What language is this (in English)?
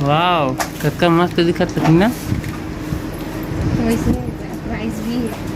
Chhattisgarhi